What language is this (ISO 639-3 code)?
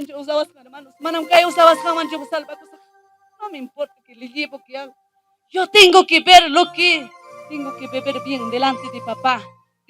quy